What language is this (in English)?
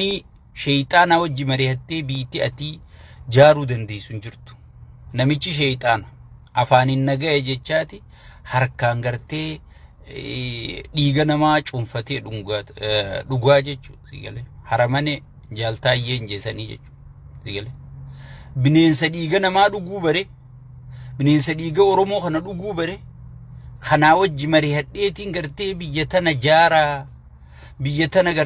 Oromo